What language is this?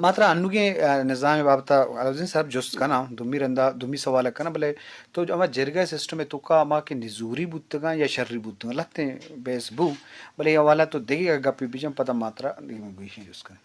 Eastern Balochi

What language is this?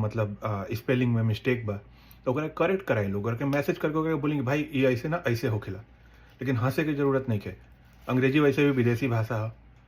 Bhojpuri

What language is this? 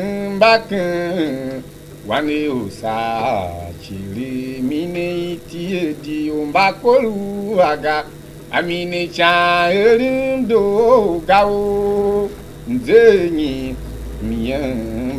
Tiv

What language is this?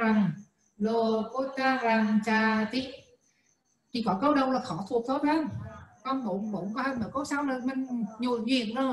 Vietnamese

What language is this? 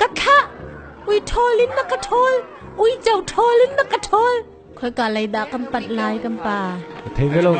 Hakha Chin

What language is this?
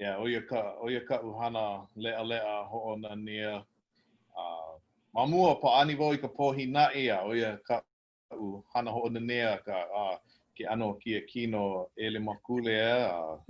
Hawaiian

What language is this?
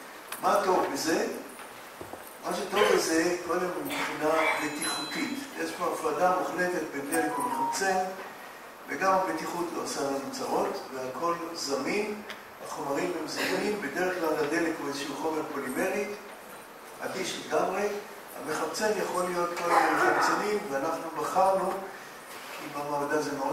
Hebrew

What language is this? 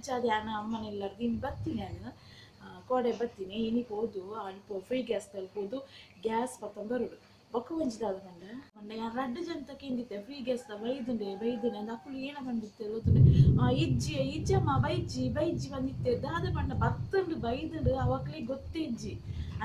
Tulu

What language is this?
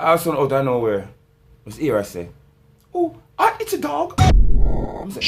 Jamaican Creole English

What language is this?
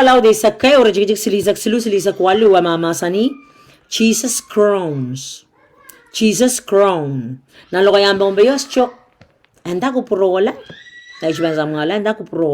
Pohnpeian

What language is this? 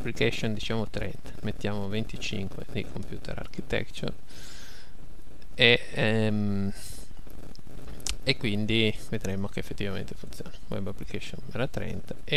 Italian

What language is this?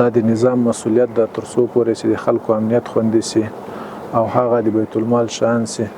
Pashto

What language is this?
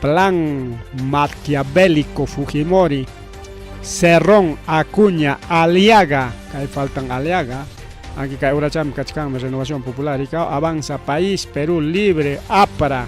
Ayacucho Quechua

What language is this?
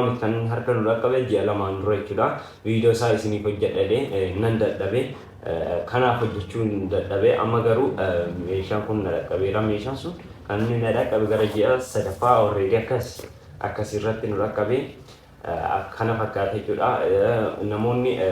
Oromo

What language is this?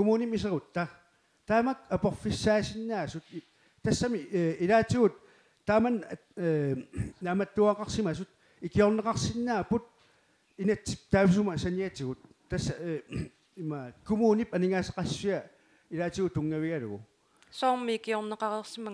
Kalaallisut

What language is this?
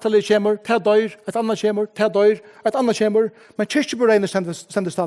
Faroese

